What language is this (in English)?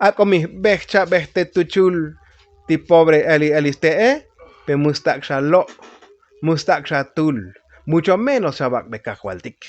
Tzotzil